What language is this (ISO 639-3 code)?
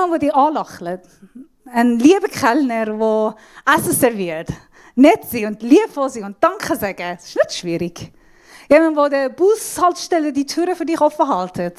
gsw